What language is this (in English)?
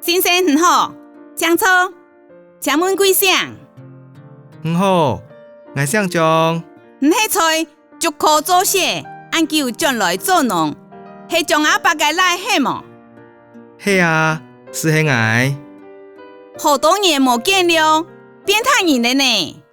Hakka Chinese